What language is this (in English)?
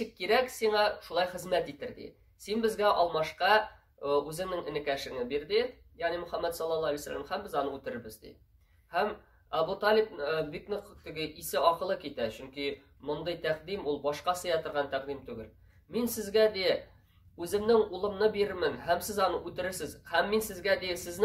Tatar